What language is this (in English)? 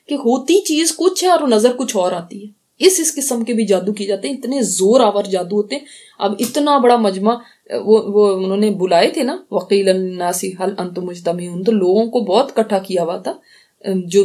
Urdu